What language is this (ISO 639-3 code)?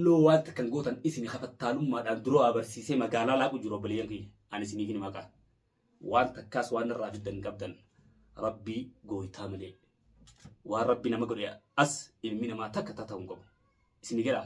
orm